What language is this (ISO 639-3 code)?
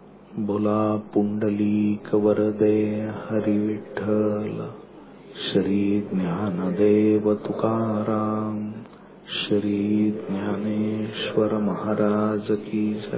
mar